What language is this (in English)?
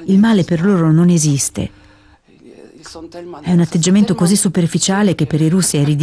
Italian